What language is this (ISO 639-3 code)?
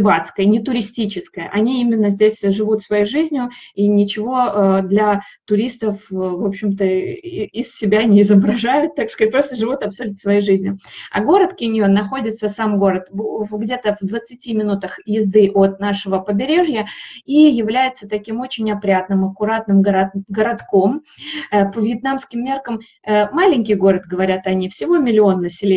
rus